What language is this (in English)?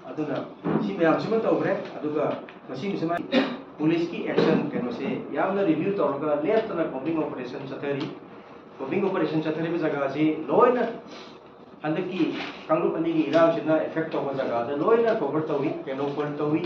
Manipuri